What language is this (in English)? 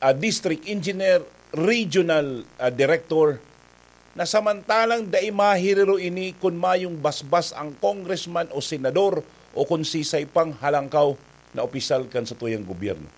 Bikol